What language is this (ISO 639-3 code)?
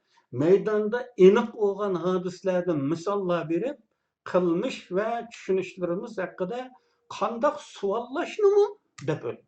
uig